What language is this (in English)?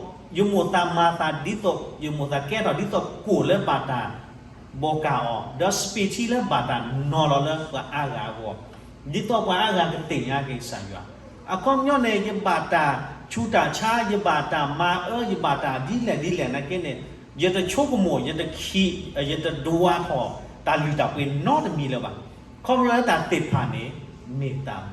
S'gaw Karen